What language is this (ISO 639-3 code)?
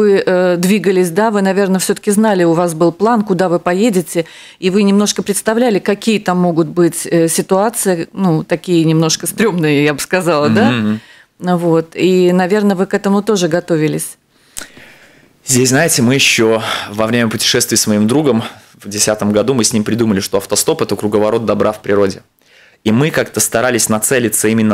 rus